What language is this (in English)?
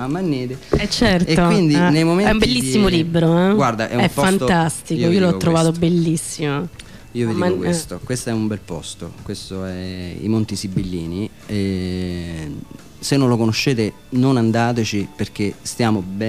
Italian